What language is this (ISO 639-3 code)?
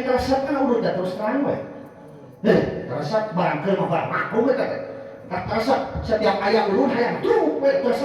sun